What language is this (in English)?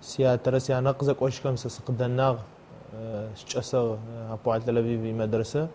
Adyghe